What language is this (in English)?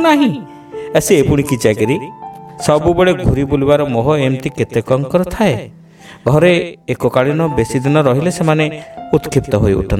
Odia